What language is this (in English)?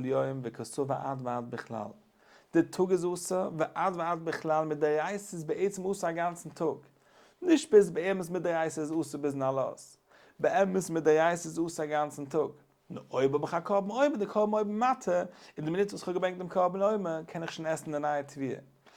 Yiddish